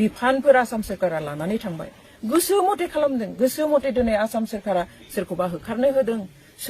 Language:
Bodo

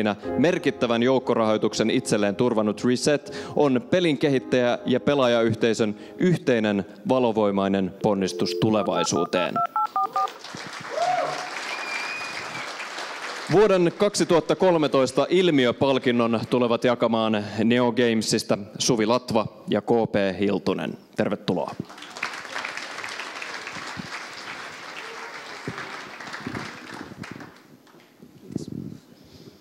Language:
Finnish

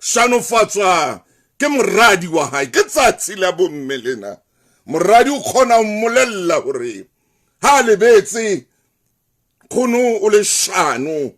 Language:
Southern Sotho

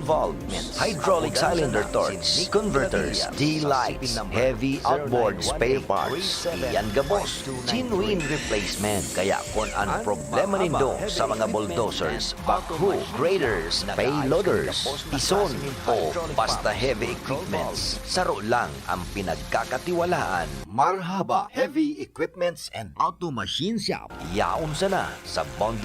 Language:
Bikol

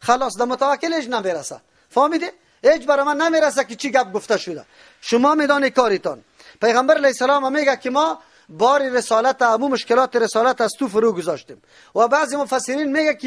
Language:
Persian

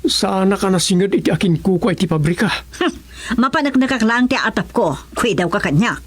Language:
Iloko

